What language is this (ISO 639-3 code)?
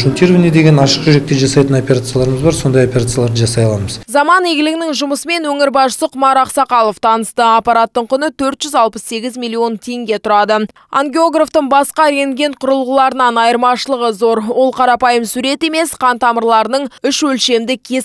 kaz